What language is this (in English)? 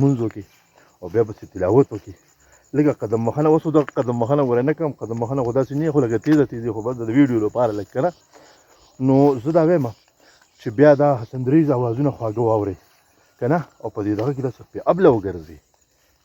Pashto